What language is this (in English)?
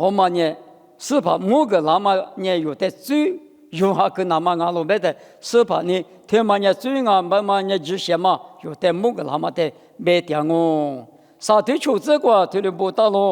Lisu